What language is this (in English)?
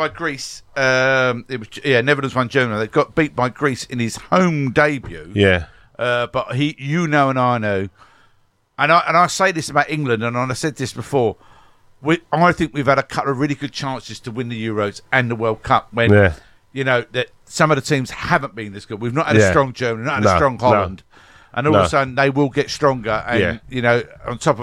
English